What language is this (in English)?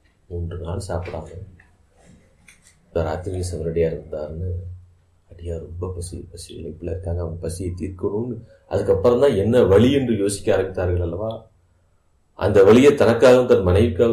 Tamil